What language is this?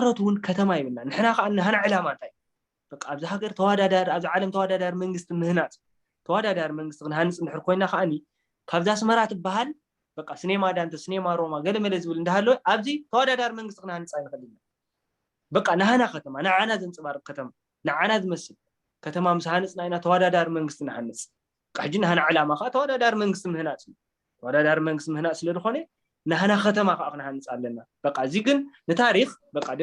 Tigrinya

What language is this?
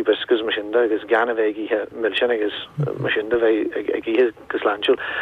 Irish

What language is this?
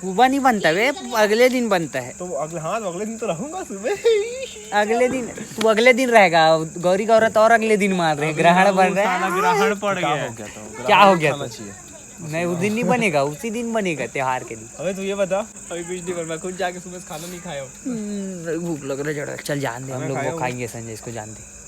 Chhattisgarhi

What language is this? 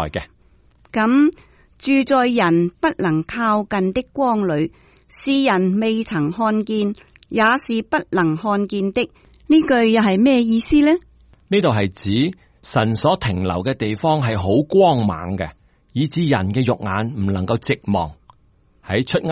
Cantonese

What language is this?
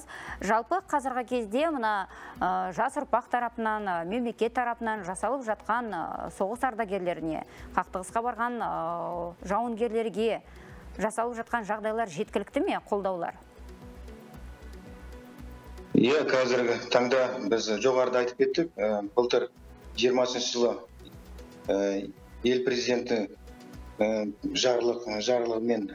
Kazakh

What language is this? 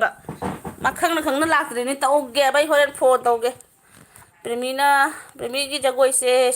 Manipuri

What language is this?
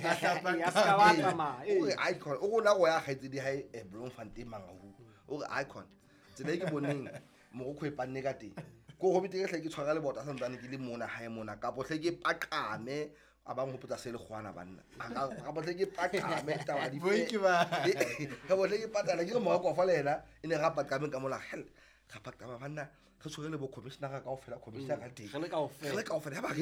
Southern Sotho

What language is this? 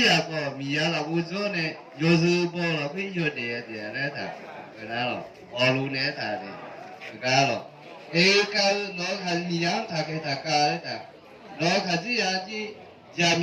Akha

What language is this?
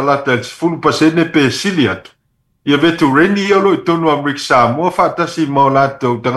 Samoan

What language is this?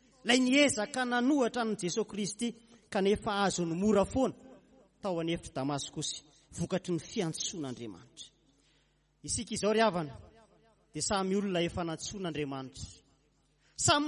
Malagasy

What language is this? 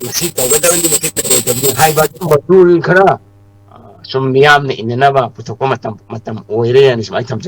Manipuri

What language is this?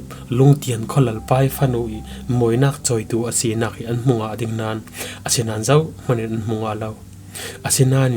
Falam Chin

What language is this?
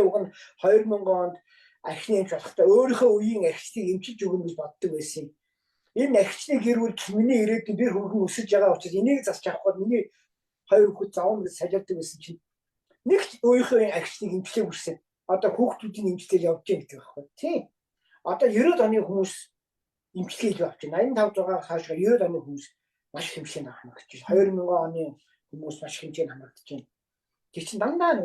Mongolian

